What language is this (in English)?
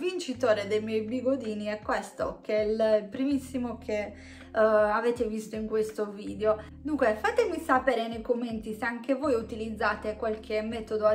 Italian